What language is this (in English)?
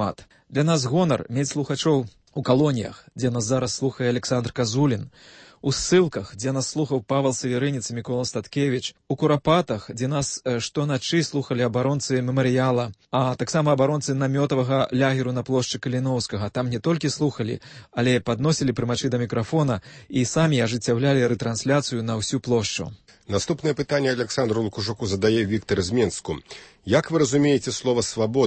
Belarusian